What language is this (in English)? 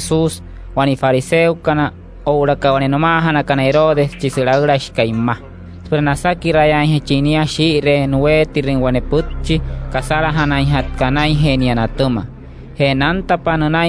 Wayuu